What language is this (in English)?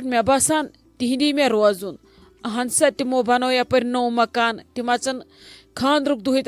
Kashmiri